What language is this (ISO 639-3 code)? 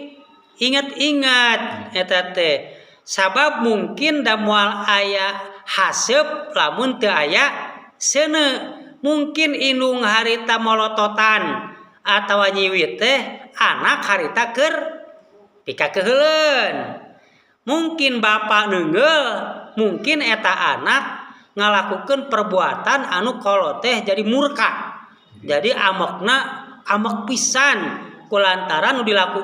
sun